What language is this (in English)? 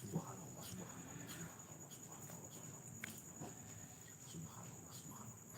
Achinese